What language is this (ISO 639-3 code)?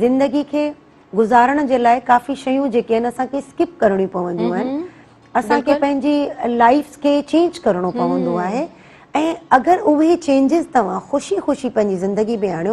snd